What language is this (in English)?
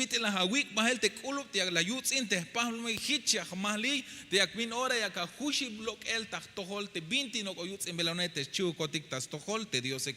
Tzeltal